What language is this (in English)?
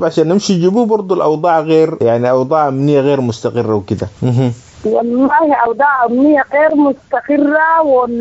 Sudanese Arabic